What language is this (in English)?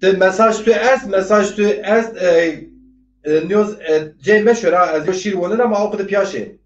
Zaza